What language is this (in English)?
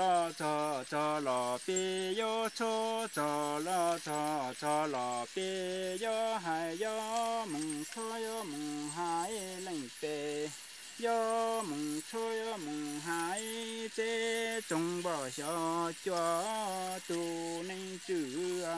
Hmong